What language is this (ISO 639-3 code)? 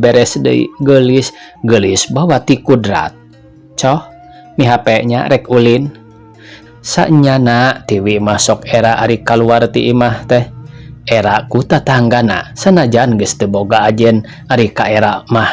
sun